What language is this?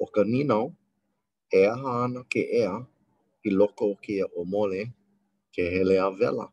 Hawaiian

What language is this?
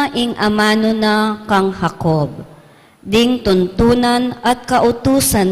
Pampanga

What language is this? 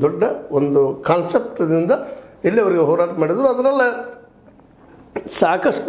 Kannada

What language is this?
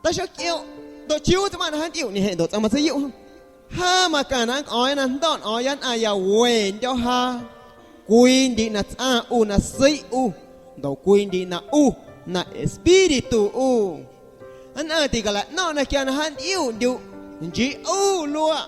Guerrero Amuzgo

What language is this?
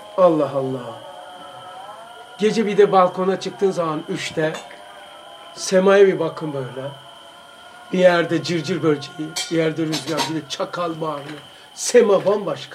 Turkish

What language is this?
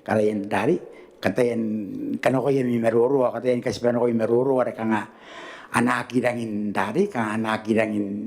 Gilbertese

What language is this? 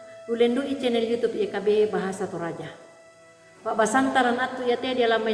Toraja-Sa'dan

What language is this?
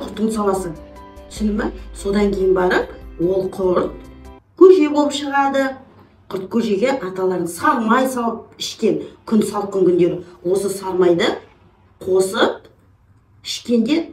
Kazakh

